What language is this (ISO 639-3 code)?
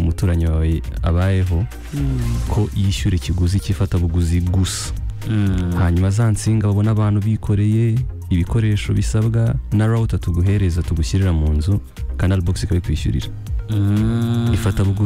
kin